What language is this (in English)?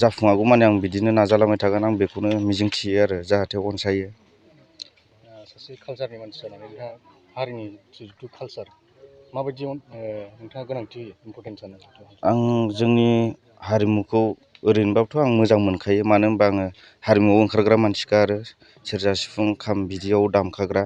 Bodo